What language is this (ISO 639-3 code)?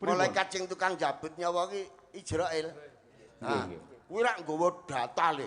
jav